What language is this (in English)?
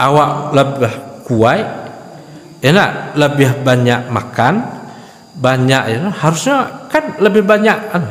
Minangkabau